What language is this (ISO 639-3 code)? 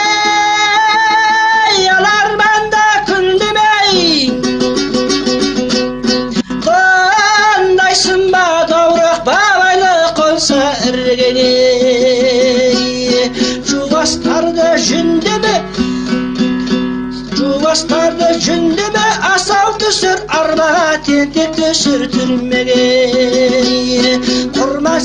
kaz